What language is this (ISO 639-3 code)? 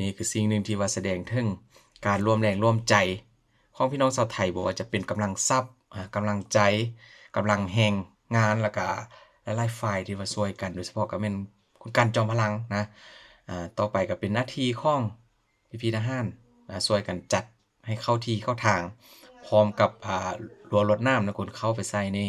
lao